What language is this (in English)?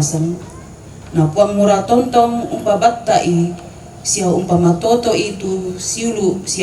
Toraja-Sa'dan